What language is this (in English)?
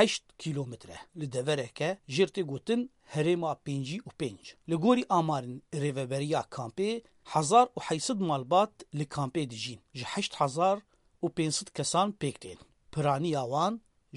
Kurdish